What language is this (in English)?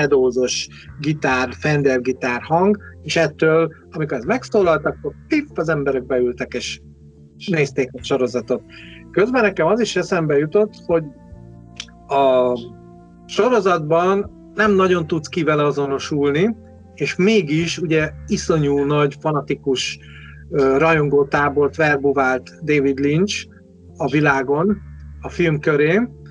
Hungarian